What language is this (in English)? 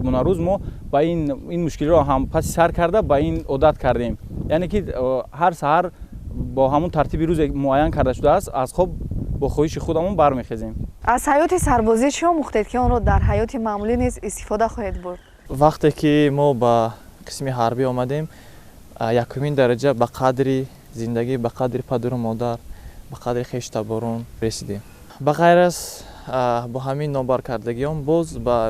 Tajik